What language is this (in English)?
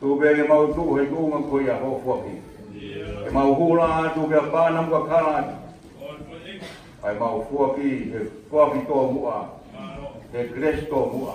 Tongan